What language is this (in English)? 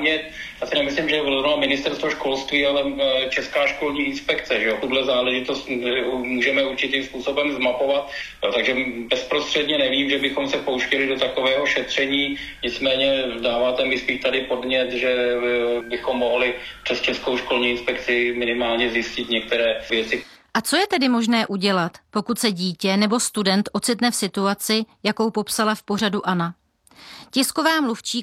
Czech